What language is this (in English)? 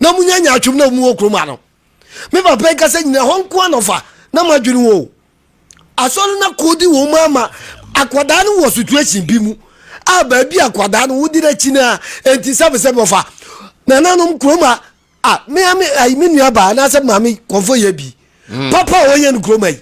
Akan